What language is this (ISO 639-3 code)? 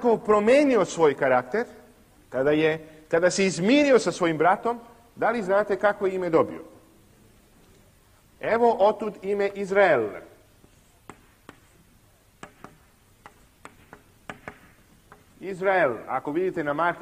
srp